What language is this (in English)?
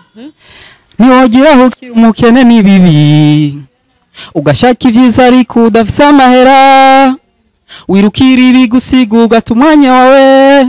Rundi